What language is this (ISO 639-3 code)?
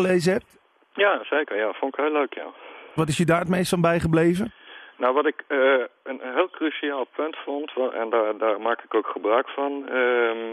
nld